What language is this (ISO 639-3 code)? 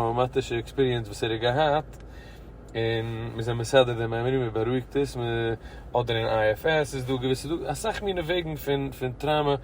yid